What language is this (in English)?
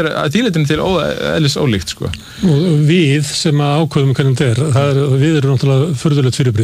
Icelandic